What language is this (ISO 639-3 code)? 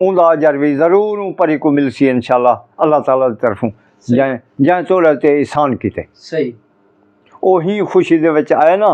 skr